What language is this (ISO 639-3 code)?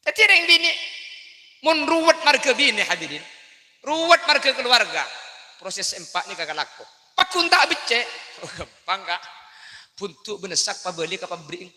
mad